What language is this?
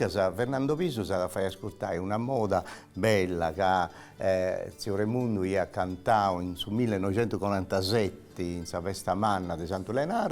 Sardinian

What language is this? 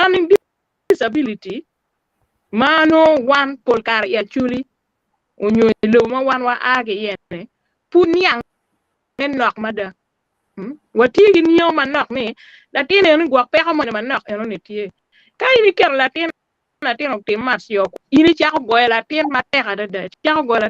Acoli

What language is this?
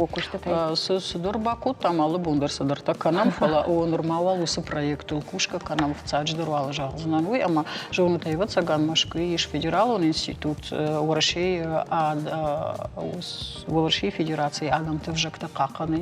Ossetic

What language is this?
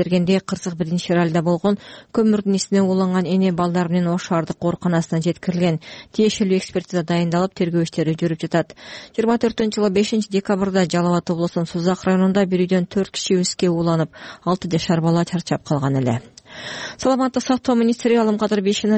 Kyrgyz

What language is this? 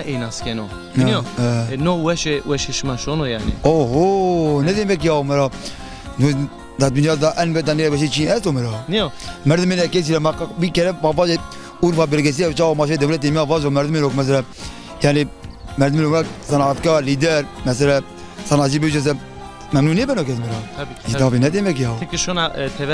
Zaza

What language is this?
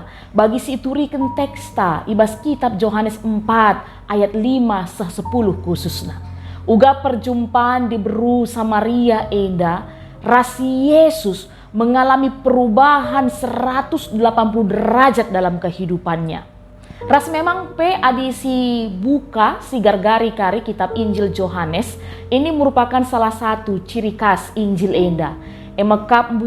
Batak Karo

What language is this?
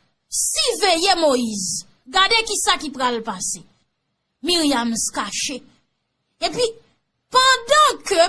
Haitian Creole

